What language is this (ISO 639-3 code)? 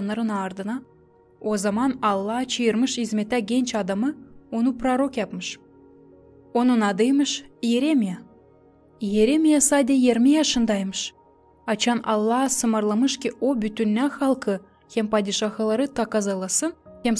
gag